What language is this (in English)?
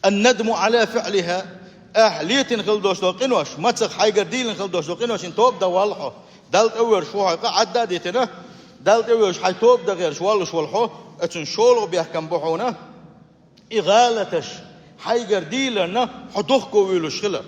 Chechen